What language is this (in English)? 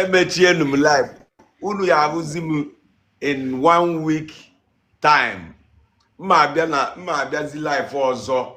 Igbo